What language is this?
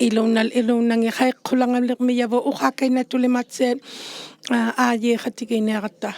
Inuktitut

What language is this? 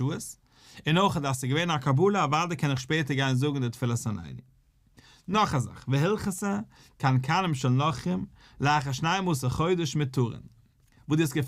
Yiddish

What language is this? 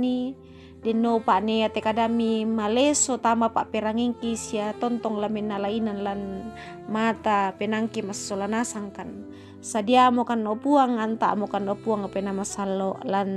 Toraja-Sa'dan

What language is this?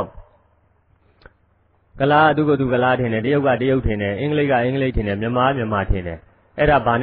Burmese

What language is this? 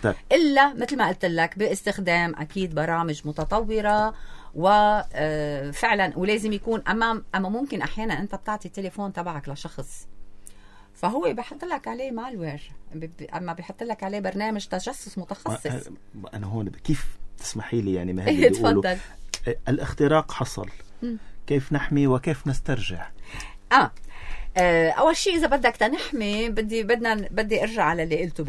North Levantine Arabic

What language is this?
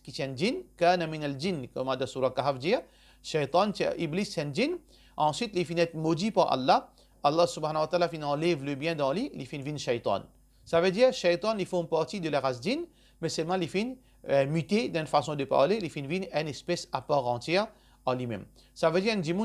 Morisyen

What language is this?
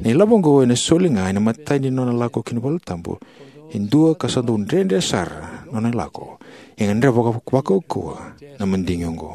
Fijian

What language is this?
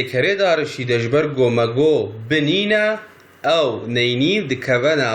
Kurdish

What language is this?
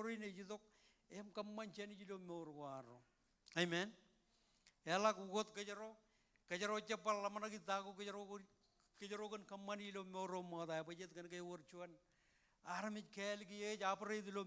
Marshallese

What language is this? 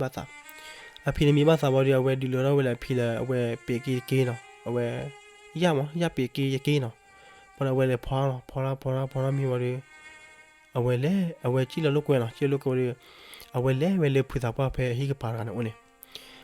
S'gaw Karen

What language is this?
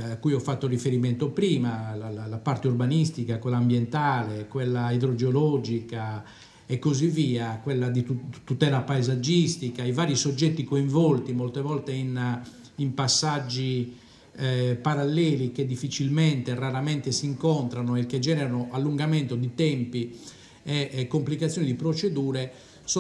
Italian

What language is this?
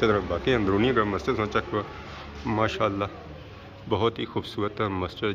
Pahari-Potwari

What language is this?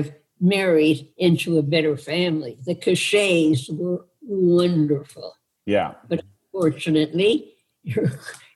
English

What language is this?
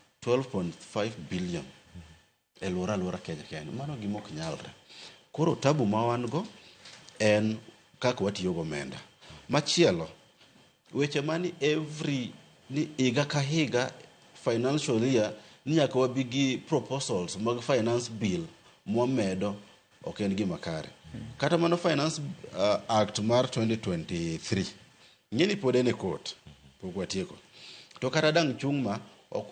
Luo (Kenya and Tanzania)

